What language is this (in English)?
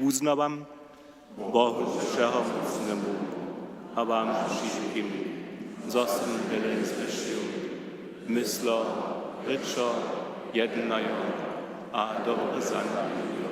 Upper Sorbian